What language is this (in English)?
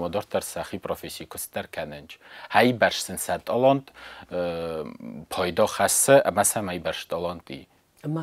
Ossetic